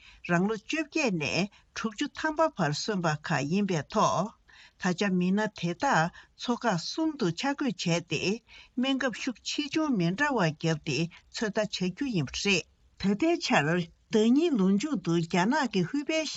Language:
Tibetan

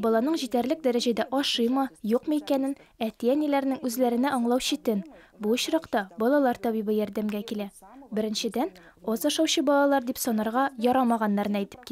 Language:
Tatar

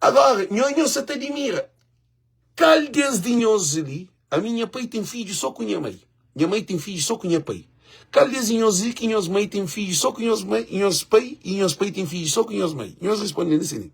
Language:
Kabuverdianu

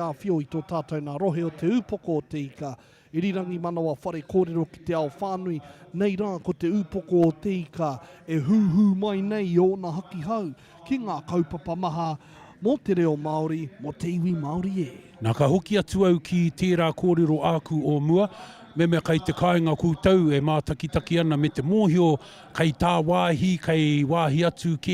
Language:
Māori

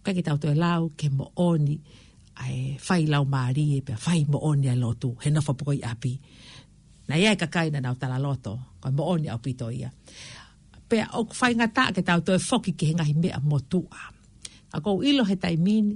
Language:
Tongan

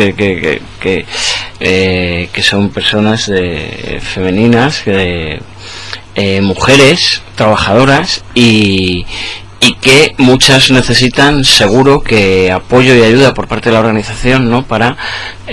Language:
Spanish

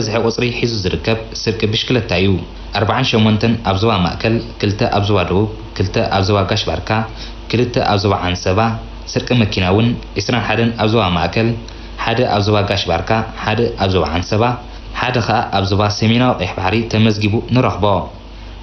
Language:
Tigrinya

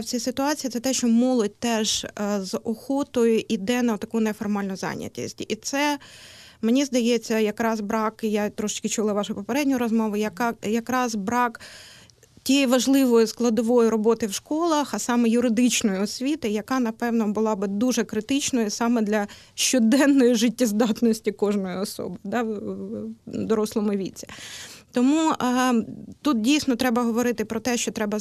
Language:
Ukrainian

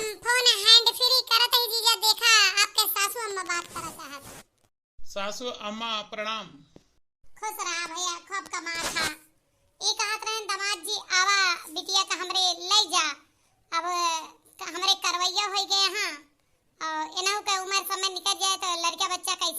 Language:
Awadhi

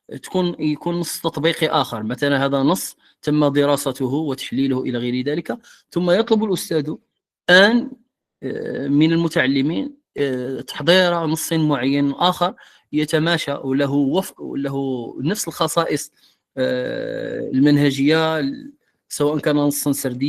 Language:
Moroccan Arabic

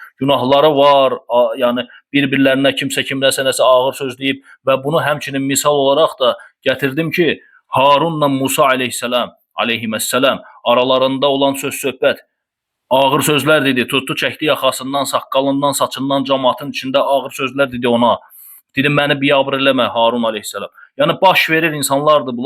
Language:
Azerbaijani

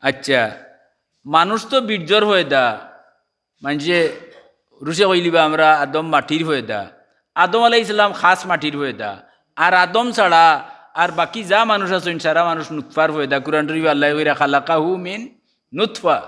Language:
Sylheti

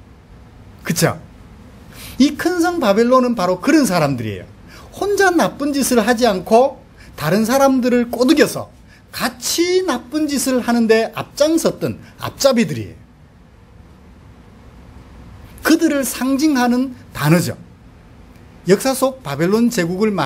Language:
Korean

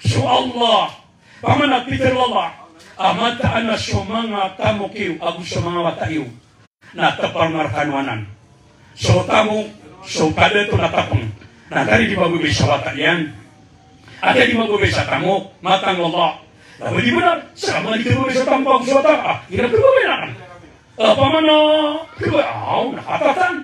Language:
Maranao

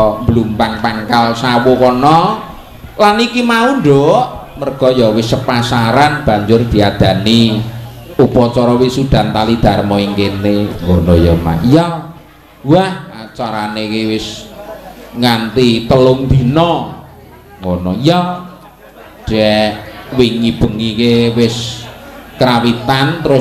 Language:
Javanese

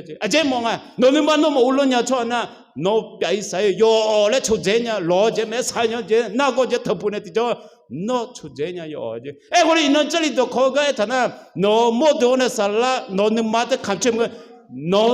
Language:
Akha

